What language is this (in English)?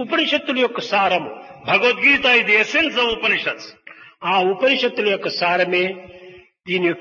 Telugu